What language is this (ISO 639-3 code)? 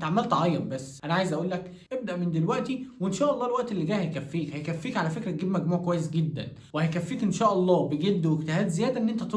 arz